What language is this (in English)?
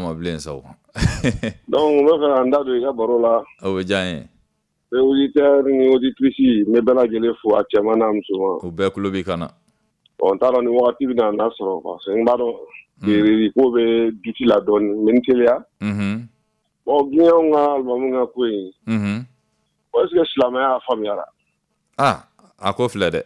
Bambara